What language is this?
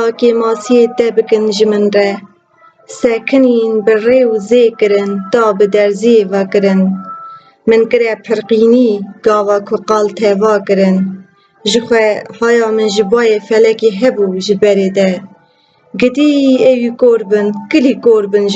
Kurdish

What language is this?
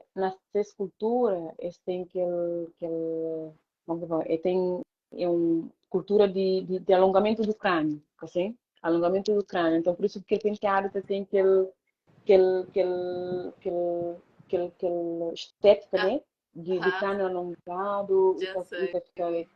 Kabuverdianu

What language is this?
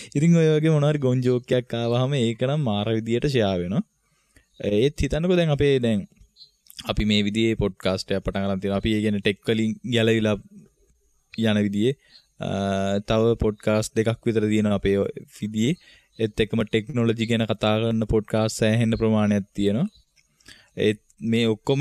Sinhala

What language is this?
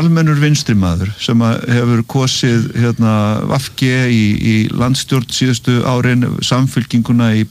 Icelandic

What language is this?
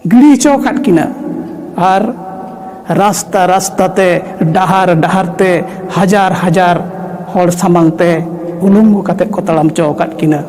Santali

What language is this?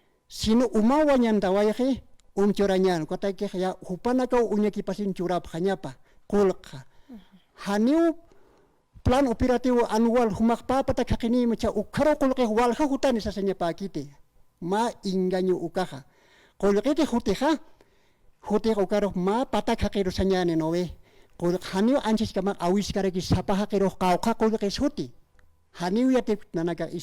Aymara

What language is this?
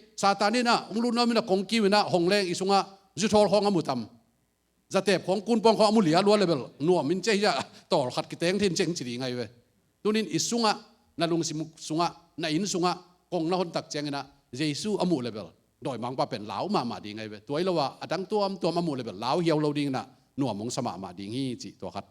Tedim Chin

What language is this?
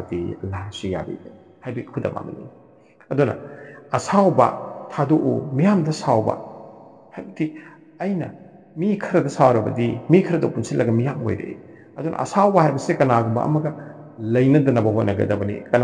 Manipuri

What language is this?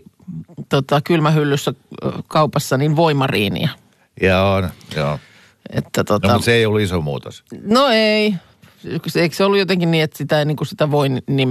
Finnish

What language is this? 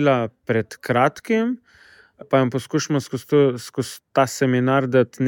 Slovenian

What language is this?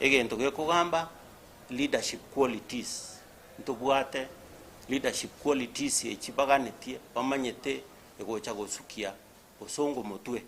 Gusii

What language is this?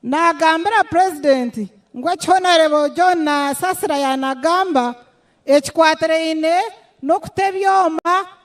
Nyankole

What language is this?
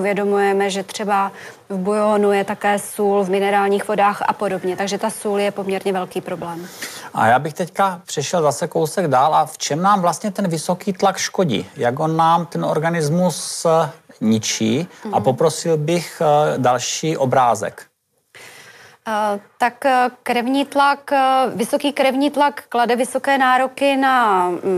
Czech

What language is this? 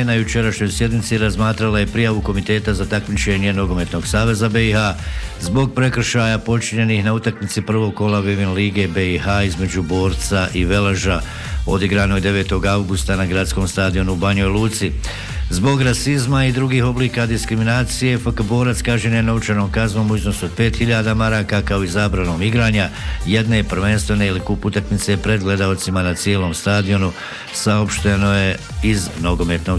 Bosnian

